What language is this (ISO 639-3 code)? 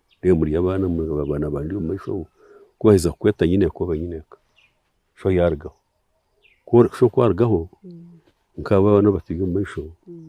nyn